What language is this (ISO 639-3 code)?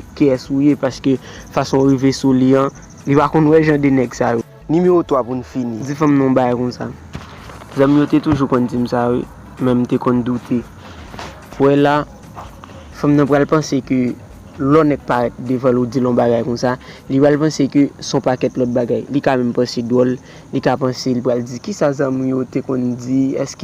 hat